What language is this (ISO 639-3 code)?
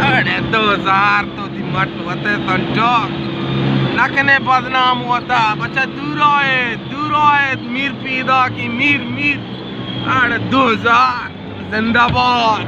bal